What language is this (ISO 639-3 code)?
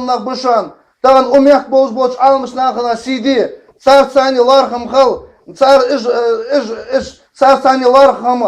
inh